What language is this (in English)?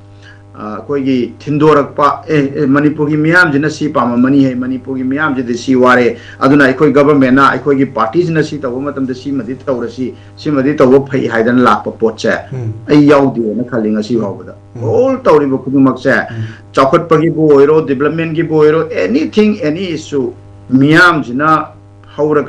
Manipuri